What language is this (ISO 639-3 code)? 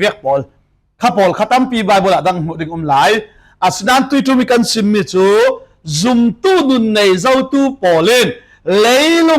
cfm